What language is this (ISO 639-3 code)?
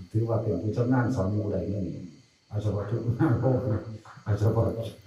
tts